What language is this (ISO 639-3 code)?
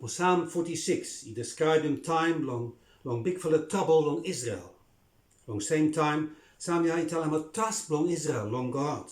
bis